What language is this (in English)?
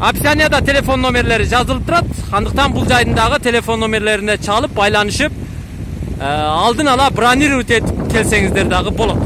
Kyrgyz